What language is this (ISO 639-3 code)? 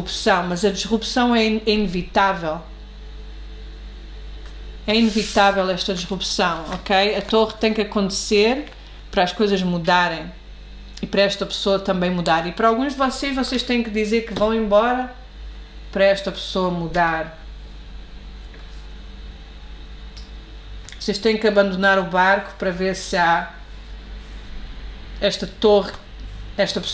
por